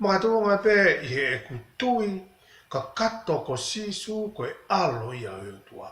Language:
Tongan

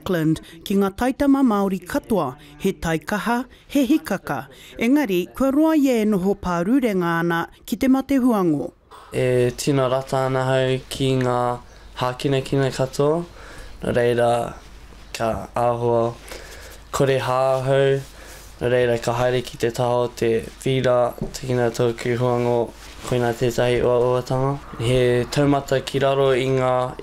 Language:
Māori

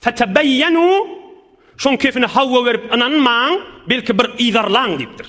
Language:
Turkmen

